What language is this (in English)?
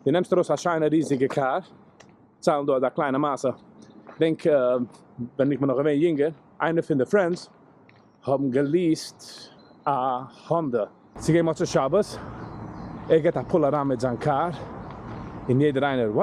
Yiddish